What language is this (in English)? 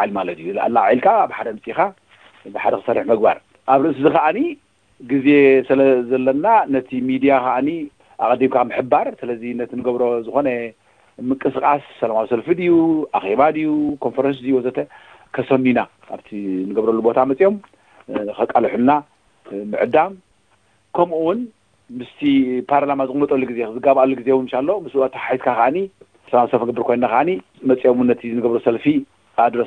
Tigrinya